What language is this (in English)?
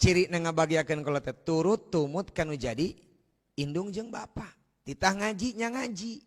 Sundanese